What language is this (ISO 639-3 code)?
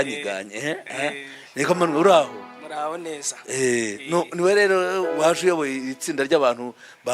kin